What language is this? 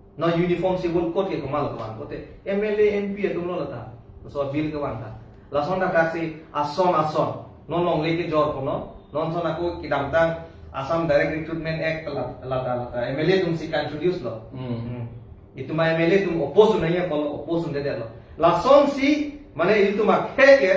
Karbi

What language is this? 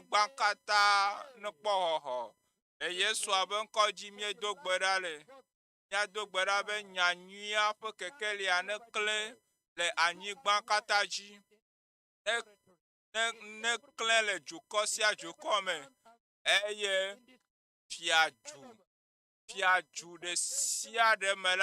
Ewe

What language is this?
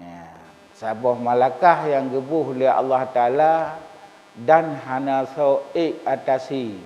Achinese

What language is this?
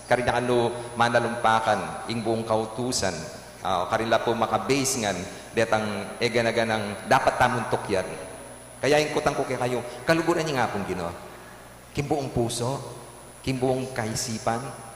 Pampanga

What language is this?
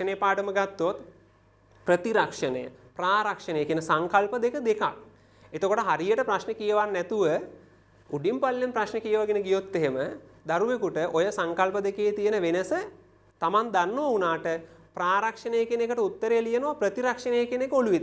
Sinhala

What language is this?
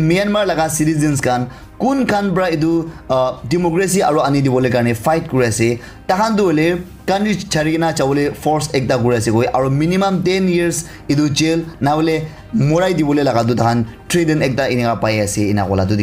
Naga Pidgin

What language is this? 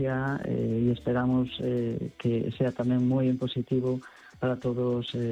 Galician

